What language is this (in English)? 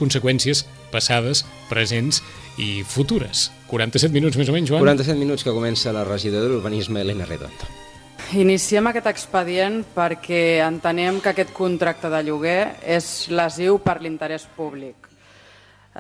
Catalan